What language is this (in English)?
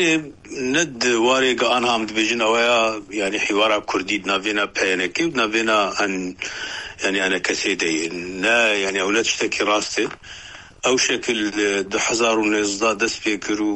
Kurdish